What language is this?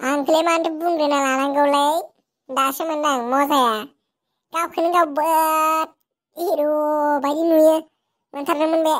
Bodo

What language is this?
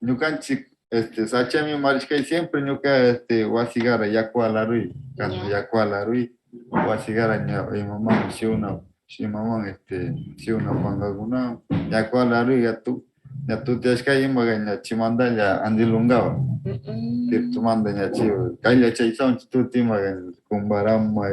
Northern Pastaza Quichua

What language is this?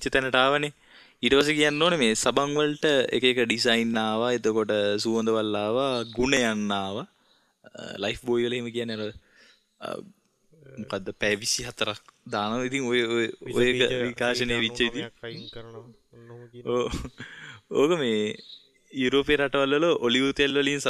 Sinhala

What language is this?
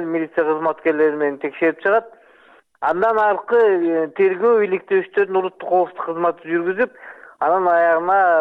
Kyrgyz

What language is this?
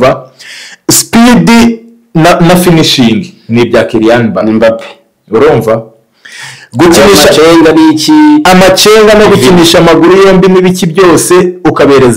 Kinyarwanda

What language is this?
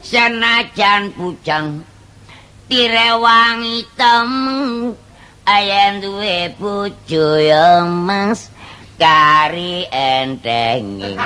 Javanese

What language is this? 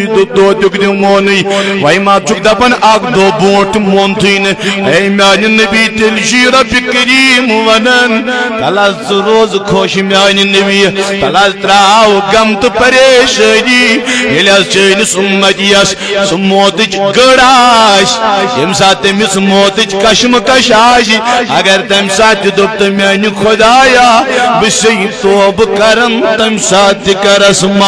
Kashmiri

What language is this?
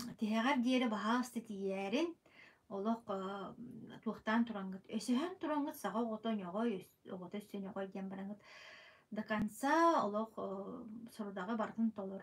Yakut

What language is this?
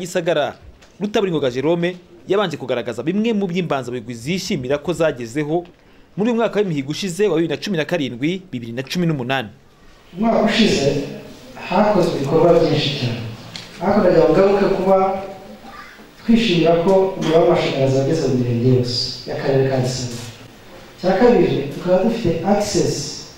Kinyarwanda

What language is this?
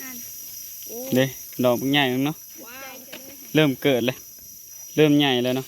Northeastern Thai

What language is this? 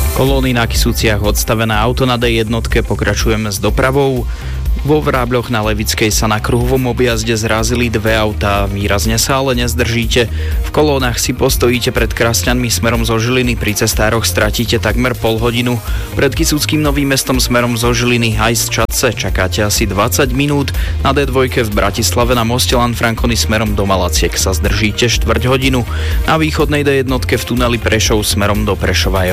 Slovak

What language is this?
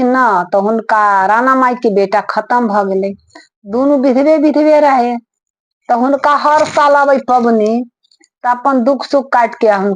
Maithili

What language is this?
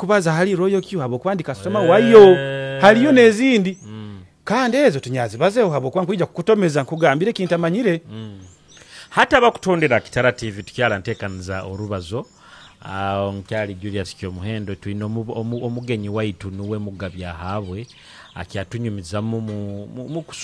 Nyoro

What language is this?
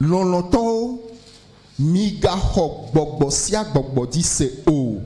Ewe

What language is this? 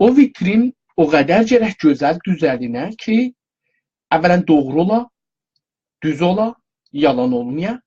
South Azerbaijani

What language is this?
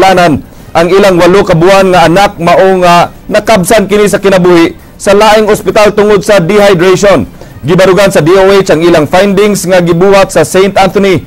Cebuano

